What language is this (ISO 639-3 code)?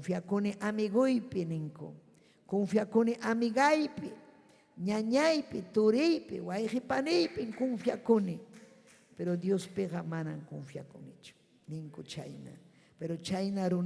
quy